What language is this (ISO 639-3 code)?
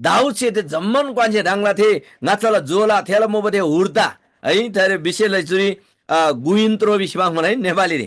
taj